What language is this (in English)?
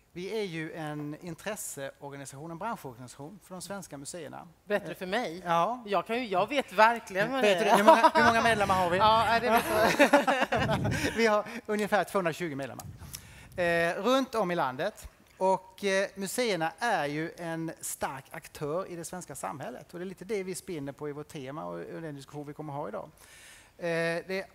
Swedish